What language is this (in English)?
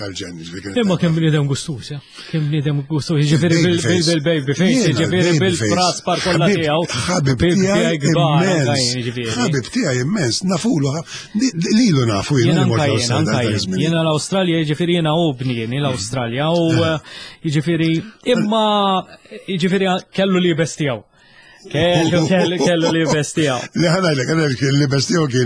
Maltese